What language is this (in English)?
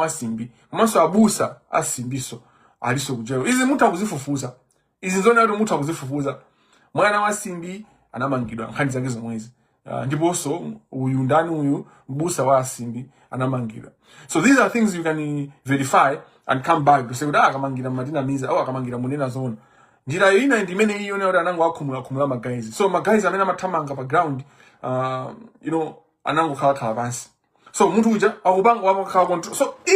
Nyanja